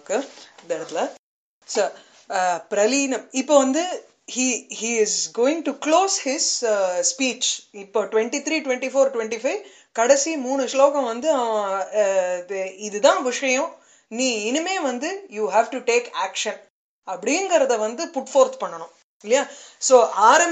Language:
Tamil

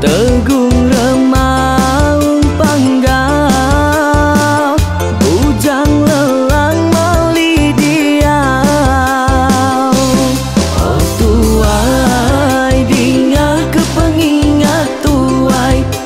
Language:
Iban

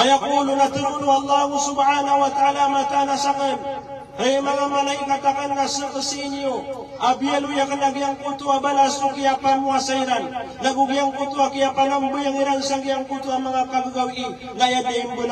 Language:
Maranao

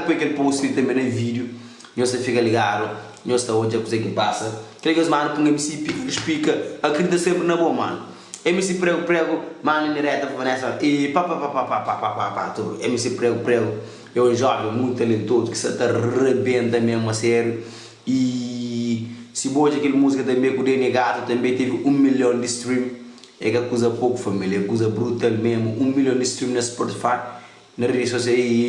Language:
Kabuverdianu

